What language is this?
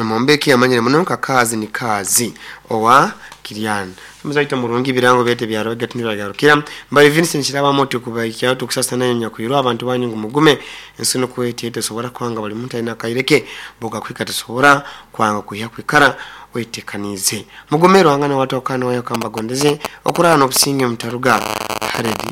Nyoro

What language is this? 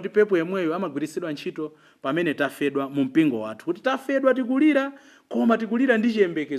Nyanja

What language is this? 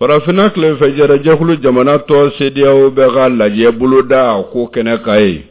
Bambara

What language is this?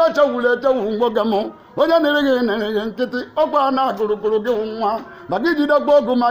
Igbo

